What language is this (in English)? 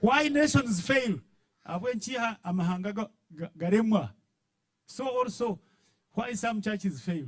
Nyankole